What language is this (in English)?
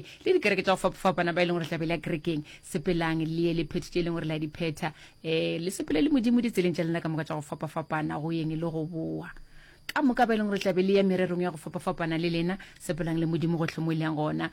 Northern Sotho